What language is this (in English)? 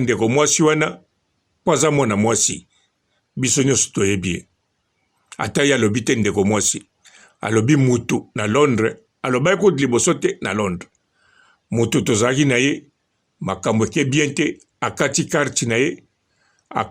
Lingala